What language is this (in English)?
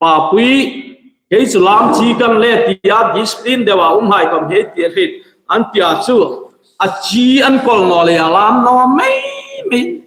Hmar